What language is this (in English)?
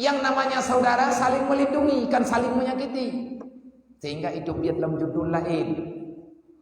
Achinese